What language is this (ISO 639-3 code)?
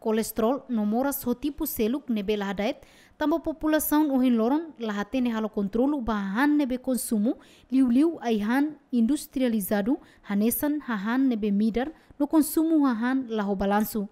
tet